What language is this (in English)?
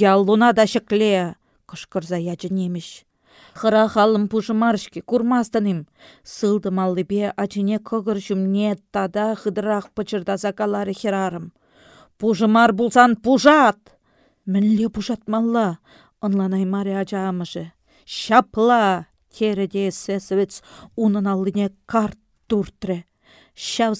Chuvash